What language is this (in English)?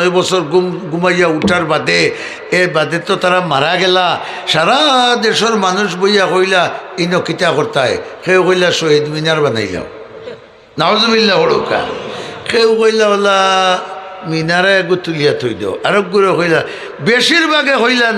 Sylheti